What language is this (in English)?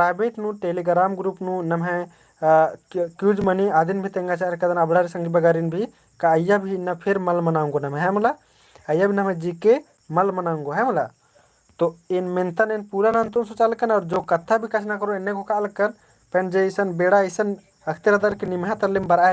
Kurukh